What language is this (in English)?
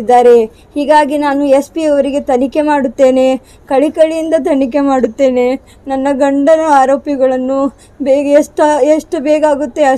Kannada